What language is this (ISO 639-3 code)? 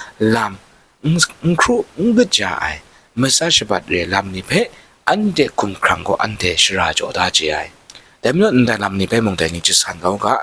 kac